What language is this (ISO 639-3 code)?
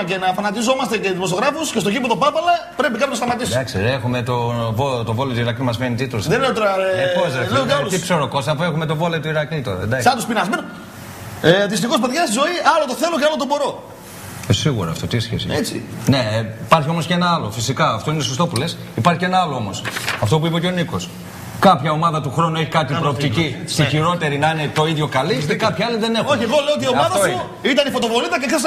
ell